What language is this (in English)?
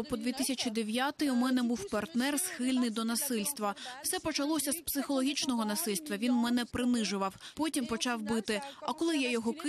Ukrainian